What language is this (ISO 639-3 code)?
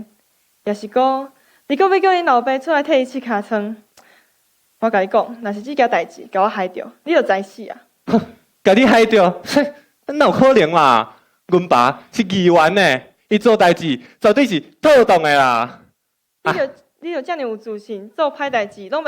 nan